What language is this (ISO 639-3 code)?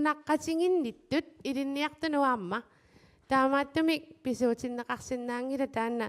kal